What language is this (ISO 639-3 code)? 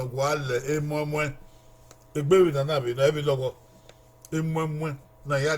bin